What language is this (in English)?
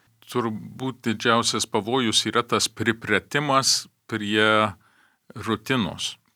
Lithuanian